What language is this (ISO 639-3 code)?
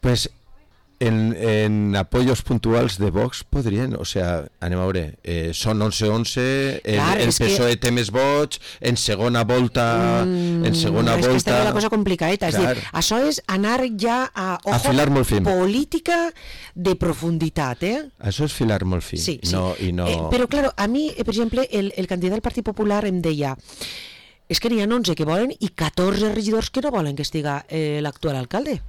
cat